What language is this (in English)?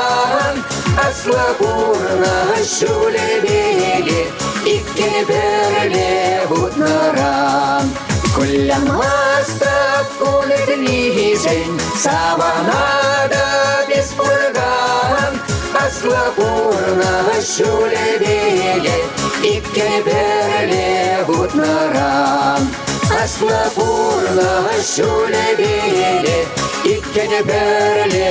Chuvash